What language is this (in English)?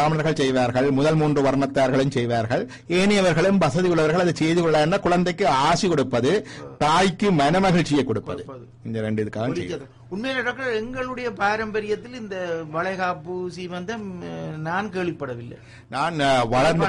Tamil